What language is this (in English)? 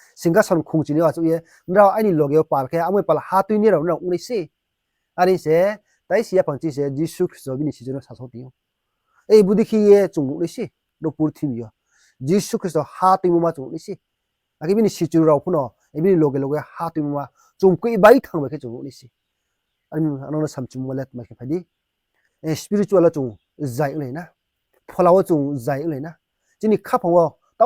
Riang (India)